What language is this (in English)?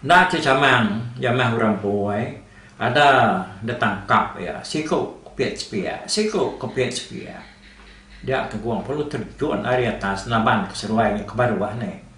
Iban